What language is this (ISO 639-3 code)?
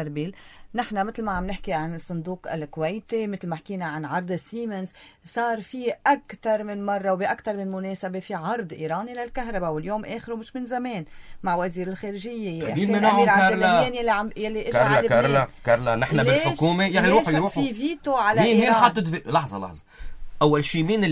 apc